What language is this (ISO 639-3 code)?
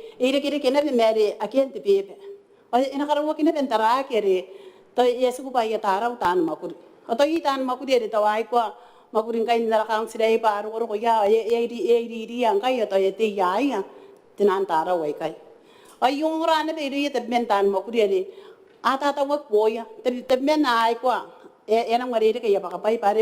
gil